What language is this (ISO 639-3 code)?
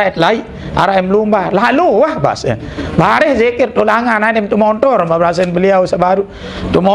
sas